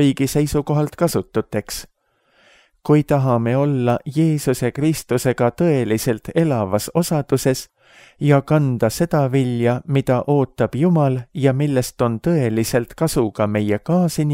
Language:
Estonian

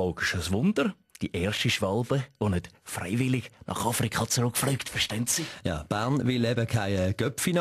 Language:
Swiss German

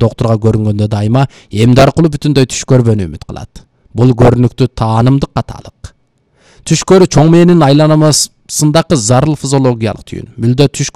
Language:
Kyrgyz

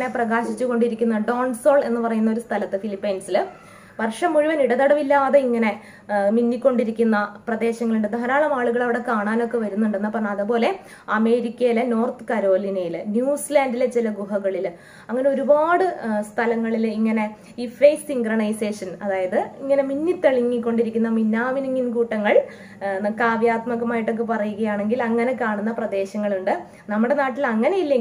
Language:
Malayalam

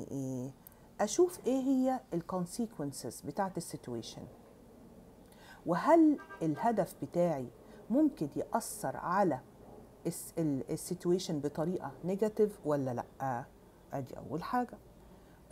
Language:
Egyptian Arabic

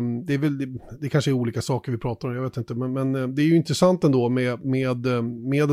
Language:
Swedish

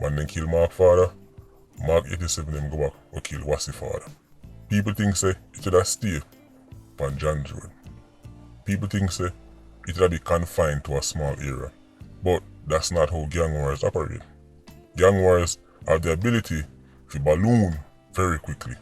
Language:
Jamaican Creole English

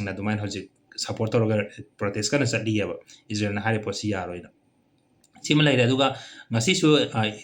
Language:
Manipuri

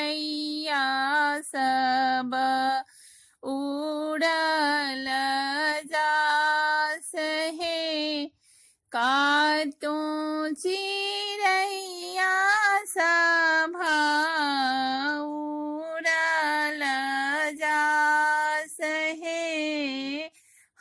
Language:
Bhojpuri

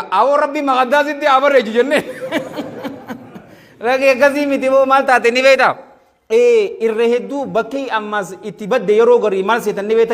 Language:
Oromo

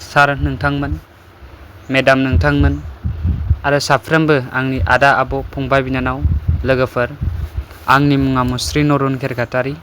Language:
Bodo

